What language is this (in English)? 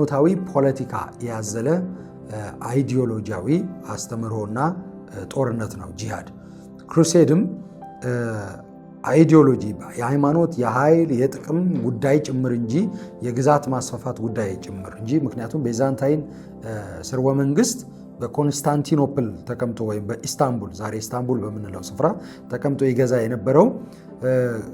Amharic